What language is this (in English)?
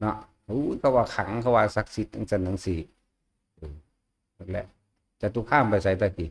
Northeastern Thai